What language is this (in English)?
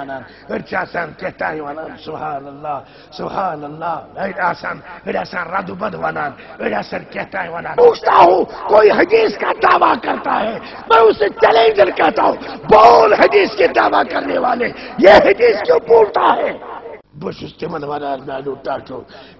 Kashmiri